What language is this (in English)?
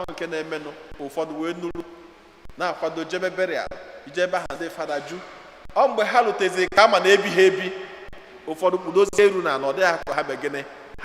Igbo